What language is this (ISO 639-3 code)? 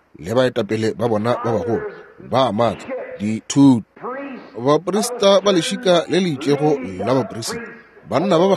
nso